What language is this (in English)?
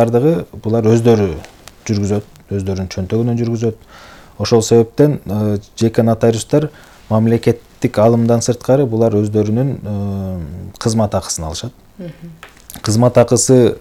Kyrgyz